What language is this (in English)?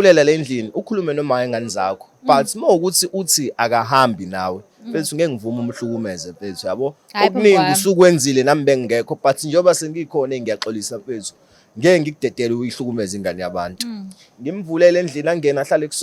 Zulu